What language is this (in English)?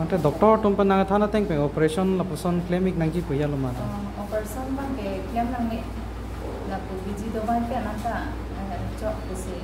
Karbi